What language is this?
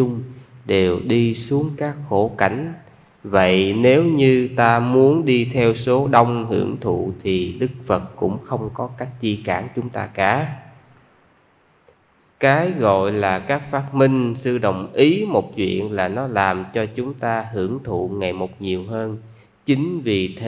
Vietnamese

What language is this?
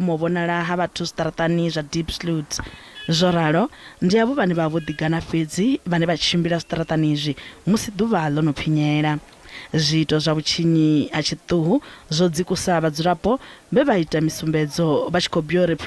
Venda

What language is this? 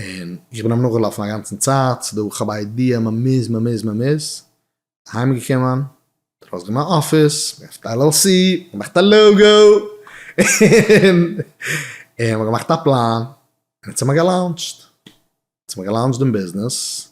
Yiddish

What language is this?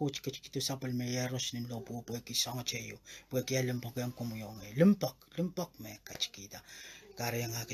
Pohnpeian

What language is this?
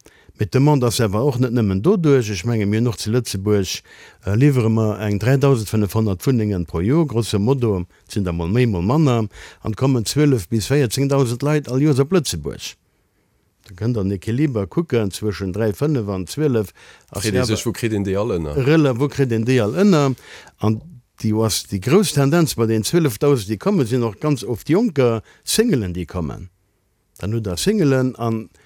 Luxembourgish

